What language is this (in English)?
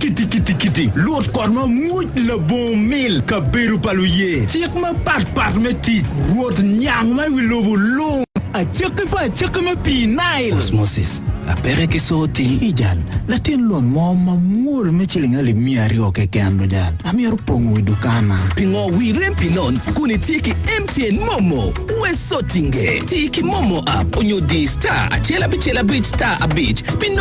Acoli